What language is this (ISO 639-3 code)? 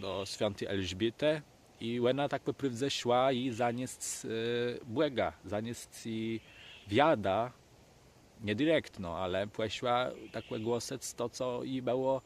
csb